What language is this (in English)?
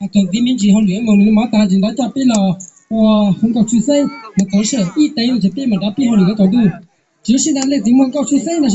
Hmong